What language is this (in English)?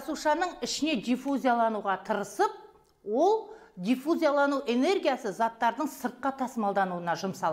Kazakh